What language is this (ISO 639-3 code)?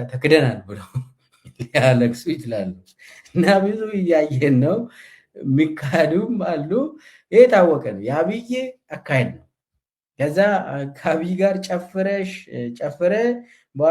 amh